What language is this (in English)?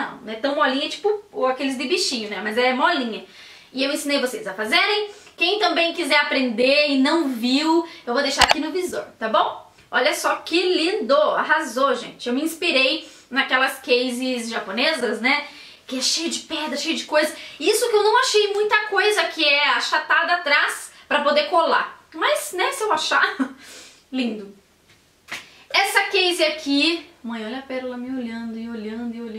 Portuguese